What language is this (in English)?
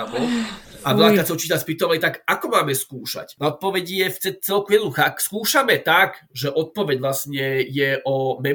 Slovak